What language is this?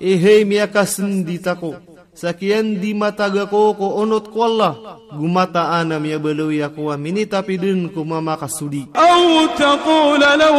Maranao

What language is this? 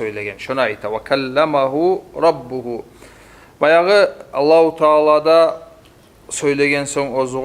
Kumyk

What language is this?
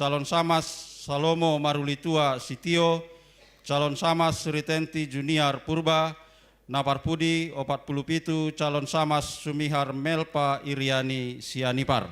Batak Simalungun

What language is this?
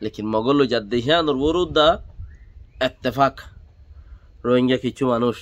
Rohingya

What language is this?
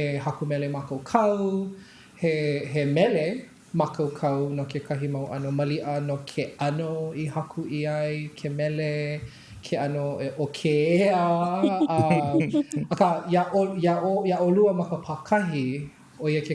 Hawaiian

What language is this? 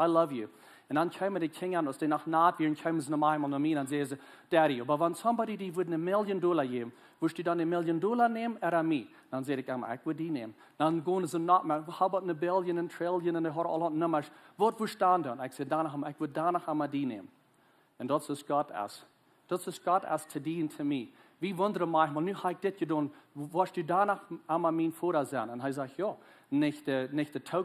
Plautdietsch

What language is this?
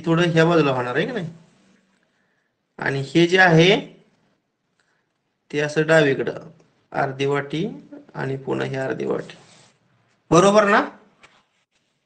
Marathi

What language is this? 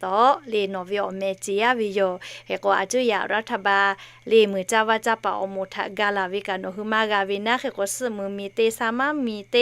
Lahu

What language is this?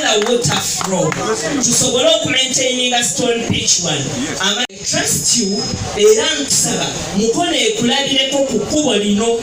Ganda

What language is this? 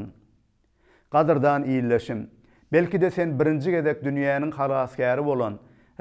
Turkmen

